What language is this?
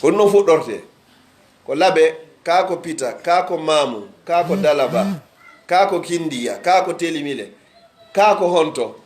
Pular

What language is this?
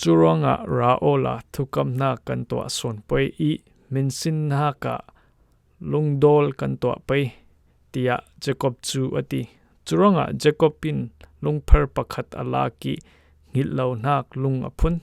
Falam Chin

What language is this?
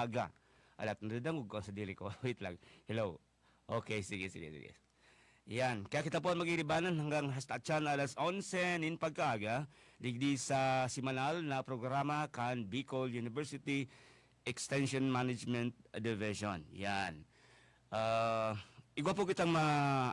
Bikol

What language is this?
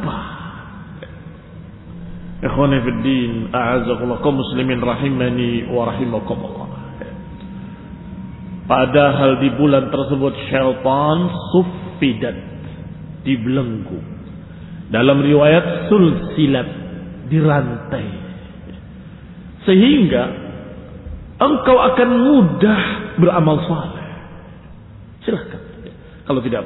Indonesian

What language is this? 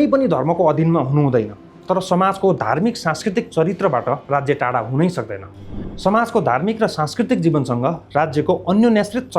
Nepali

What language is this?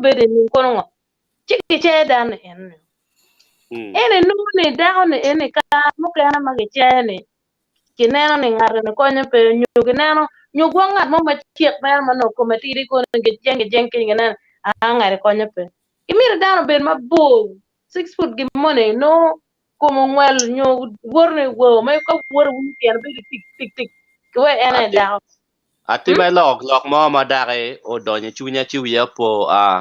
Acoli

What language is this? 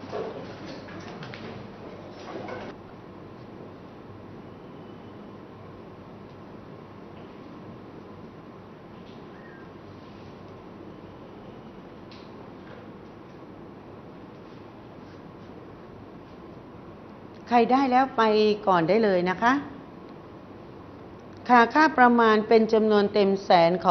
Thai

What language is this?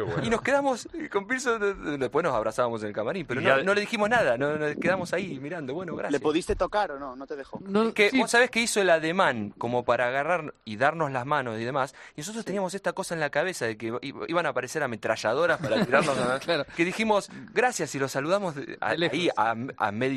Spanish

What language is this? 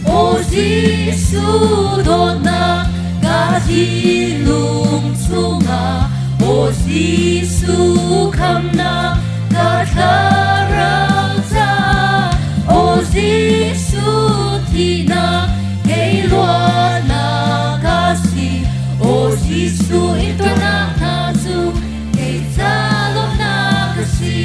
Hakha Chin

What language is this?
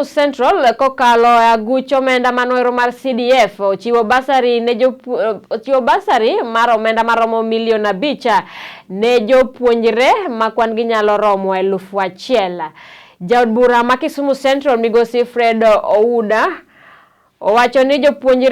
Luo (Kenya and Tanzania)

